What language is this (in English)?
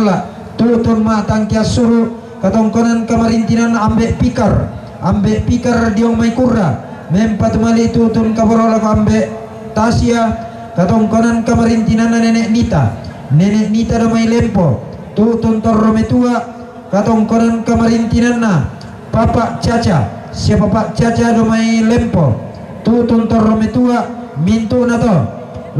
Toraja-Sa'dan